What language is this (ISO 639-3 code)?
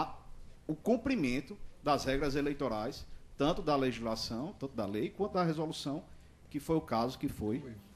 por